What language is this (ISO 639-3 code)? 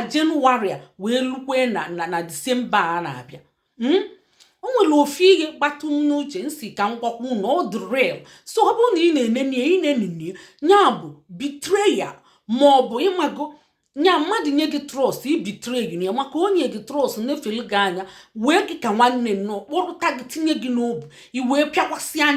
ibo